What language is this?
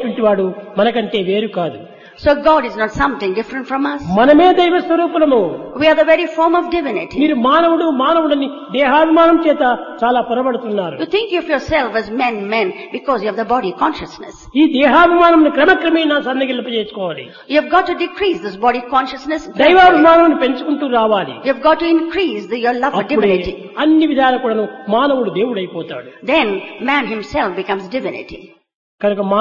Telugu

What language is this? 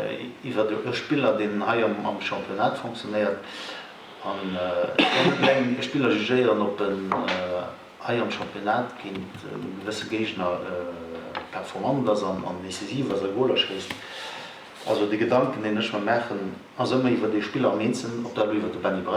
Luxembourgish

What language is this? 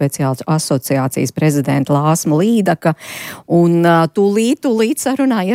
Latvian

